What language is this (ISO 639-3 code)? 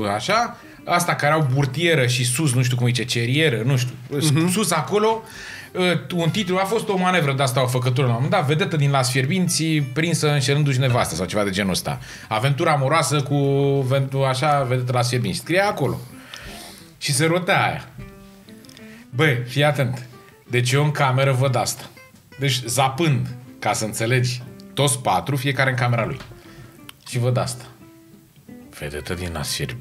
ron